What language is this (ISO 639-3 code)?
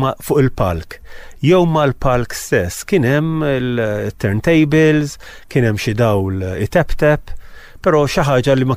mlt